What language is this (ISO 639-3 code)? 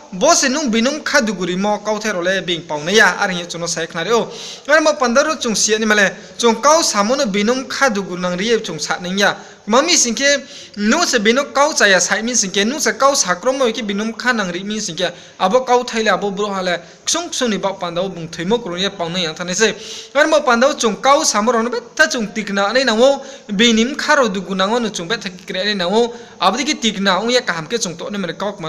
ria